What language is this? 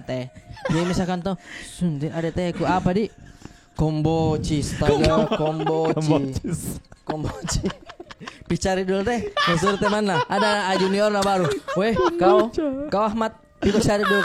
Makassar Malay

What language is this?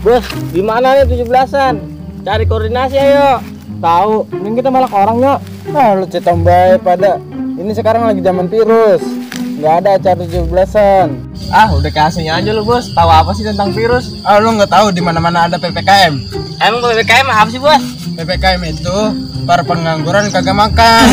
Betawi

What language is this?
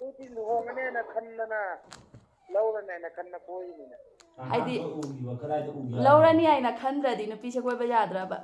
Manipuri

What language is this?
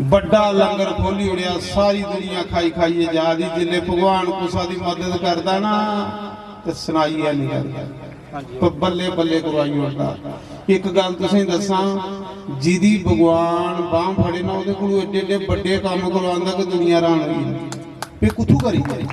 Dogri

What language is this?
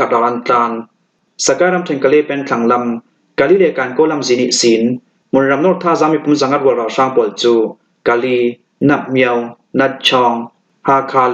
Falam Chin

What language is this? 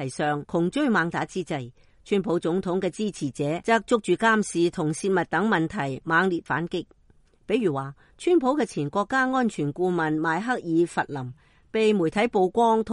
Cantonese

